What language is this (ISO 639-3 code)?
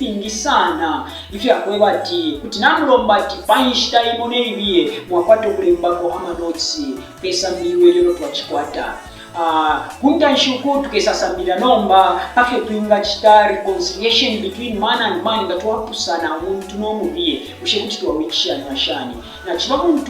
bem